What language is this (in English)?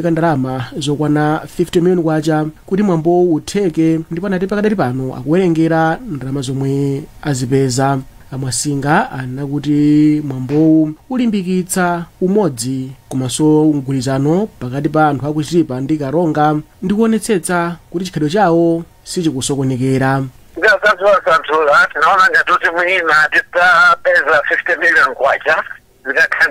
Nyanja